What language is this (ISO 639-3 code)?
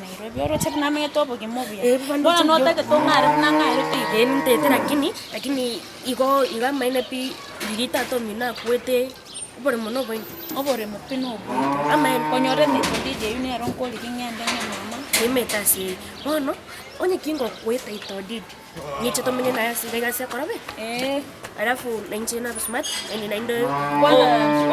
guz